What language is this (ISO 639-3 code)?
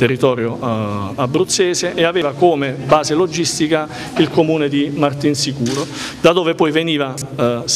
ita